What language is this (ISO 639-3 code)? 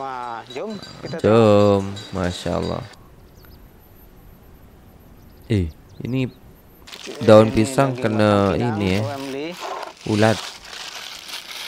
msa